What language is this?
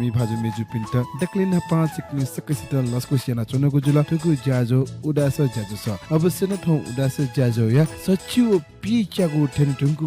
Newari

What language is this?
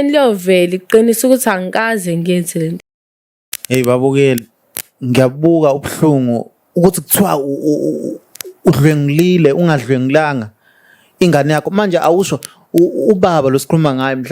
Zulu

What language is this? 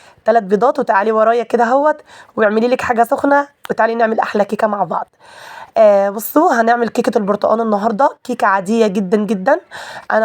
Egyptian Arabic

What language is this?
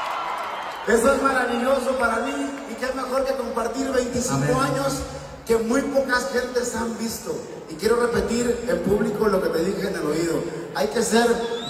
Spanish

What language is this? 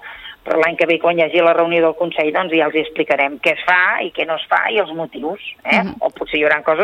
Catalan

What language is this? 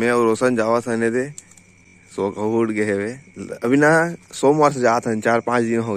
Chhattisgarhi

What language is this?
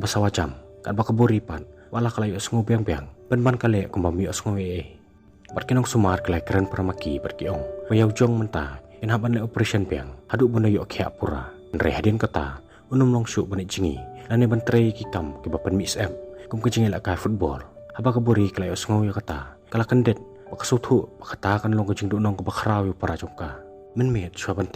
Khasi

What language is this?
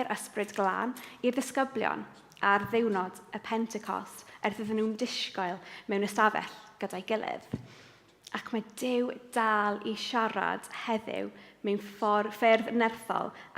Welsh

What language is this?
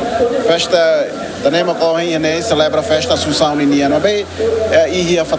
Tetum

